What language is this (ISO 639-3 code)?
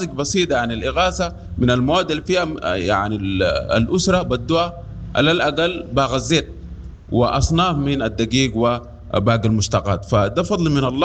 apd